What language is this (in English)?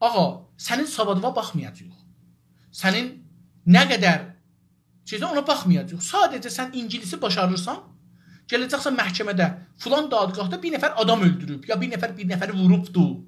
South Azerbaijani